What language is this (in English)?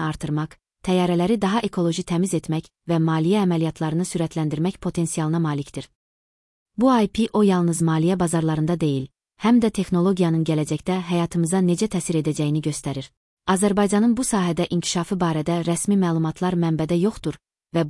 Azerbaijani